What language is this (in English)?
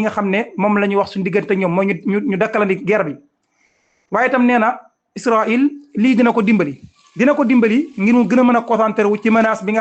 Wolof